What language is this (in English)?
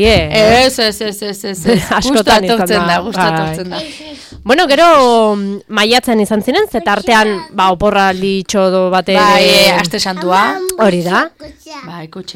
Basque